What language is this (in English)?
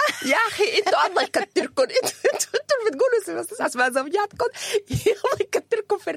Sudanese Arabic